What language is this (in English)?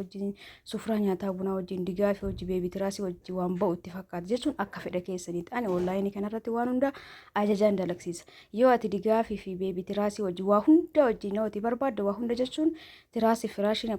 Oromo